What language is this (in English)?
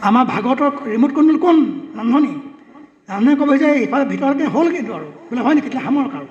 Assamese